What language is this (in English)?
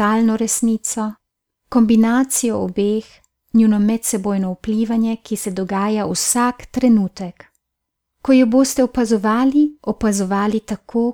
Slovenian